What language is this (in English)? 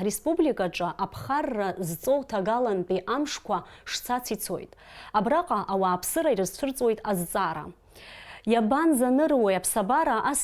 Abkhazian